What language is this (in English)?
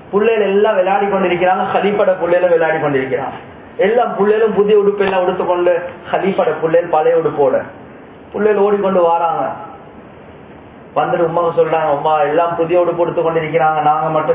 Tamil